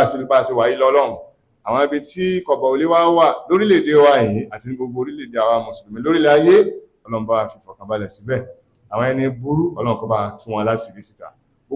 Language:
Yoruba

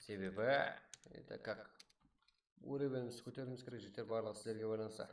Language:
Kara-Kalpak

